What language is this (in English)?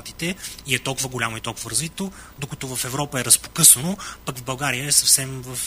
Bulgarian